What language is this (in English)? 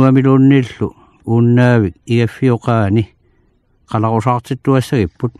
Kalaallisut